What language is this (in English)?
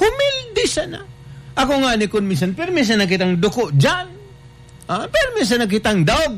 Bikol